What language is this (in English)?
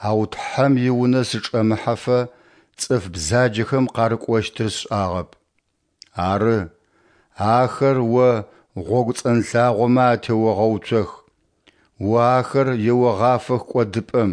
Adyghe